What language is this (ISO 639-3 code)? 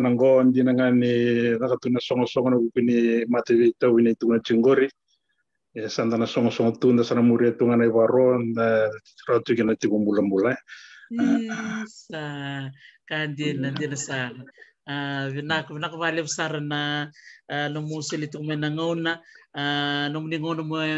fij